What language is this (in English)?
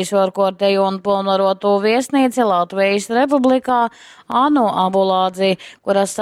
Latgalian